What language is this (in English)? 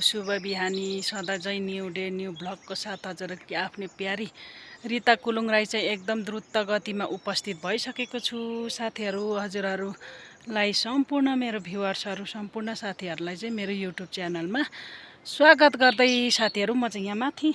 Nepali